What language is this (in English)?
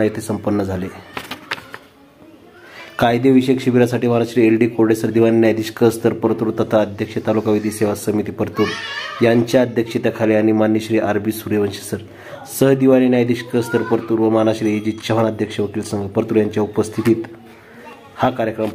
Marathi